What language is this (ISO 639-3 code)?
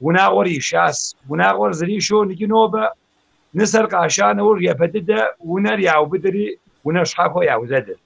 kbd